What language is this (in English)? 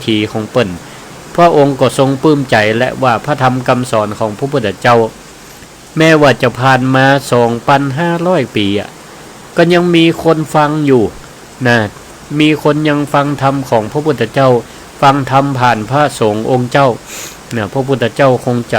Northern Thai